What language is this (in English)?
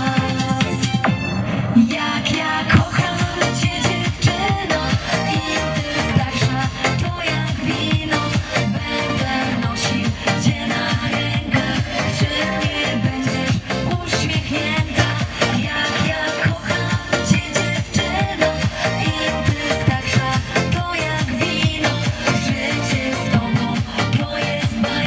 Polish